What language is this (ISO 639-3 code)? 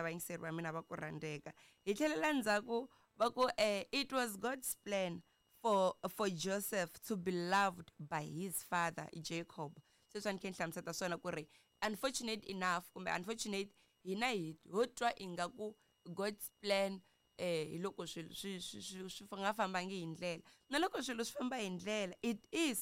tso